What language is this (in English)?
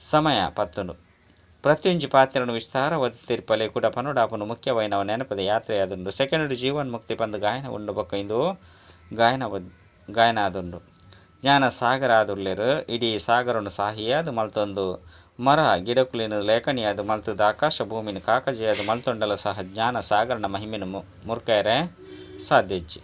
Tulu